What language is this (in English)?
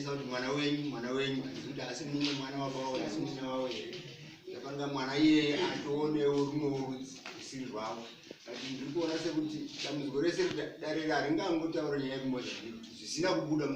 Shona